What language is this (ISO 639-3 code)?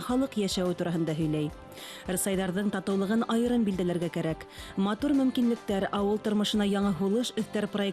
bak